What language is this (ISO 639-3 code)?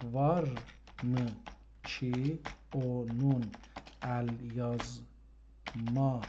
azb